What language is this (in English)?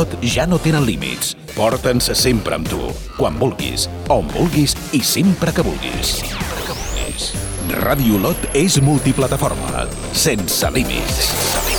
Catalan